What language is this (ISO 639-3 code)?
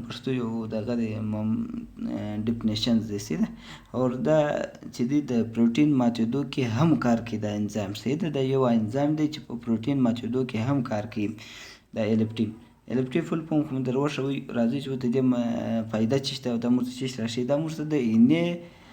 pus